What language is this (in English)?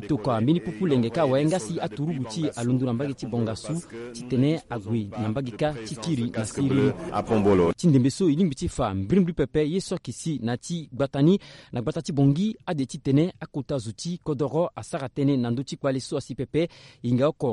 Sango